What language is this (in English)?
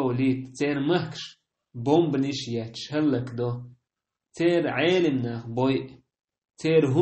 Chechen